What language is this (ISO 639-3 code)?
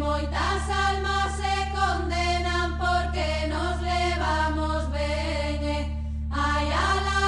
glg